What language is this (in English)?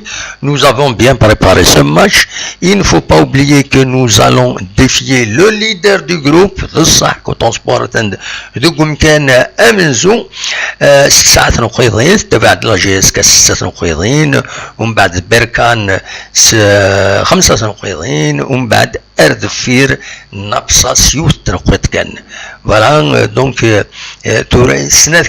Kabyle